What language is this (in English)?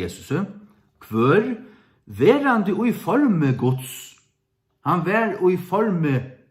Faroese